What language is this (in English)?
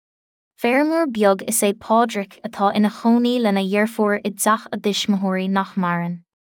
Irish